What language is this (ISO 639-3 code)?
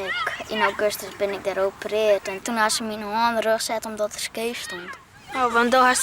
fry